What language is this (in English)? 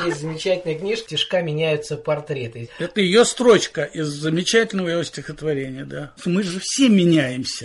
Russian